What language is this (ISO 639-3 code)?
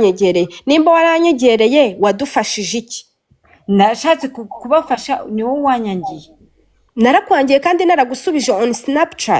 kin